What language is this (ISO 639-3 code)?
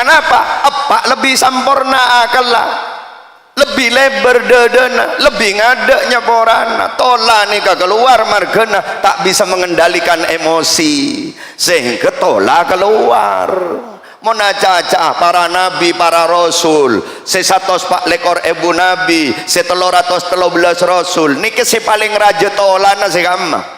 mad